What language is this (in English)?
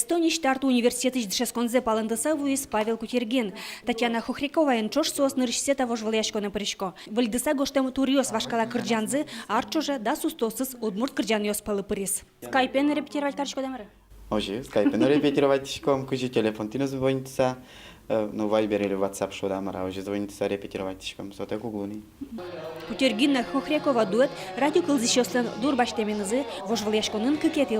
Udmurt